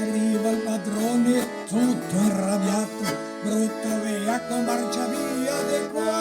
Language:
Venetian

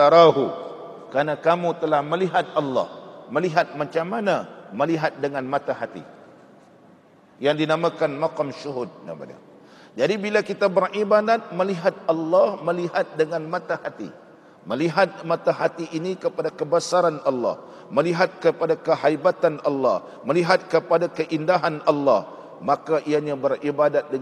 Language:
Malay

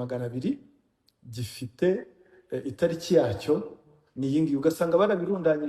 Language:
Kinyarwanda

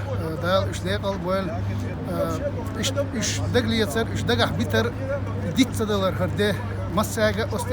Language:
Chechen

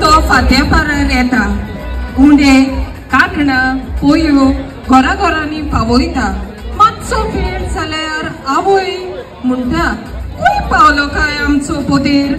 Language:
Konkani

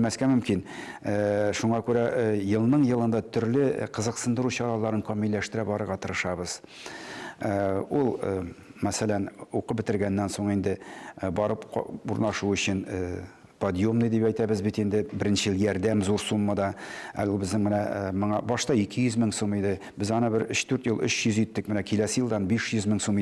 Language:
Tatar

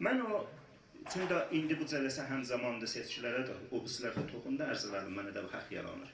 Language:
South Azerbaijani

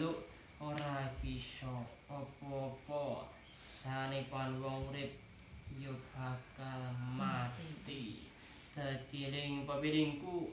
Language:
Javanese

